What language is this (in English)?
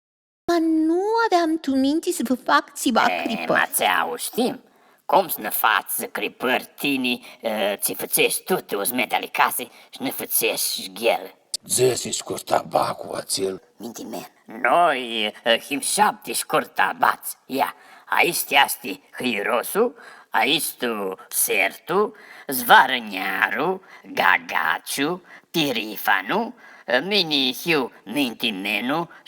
Aromanian